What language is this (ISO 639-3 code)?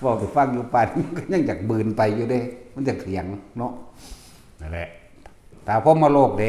tts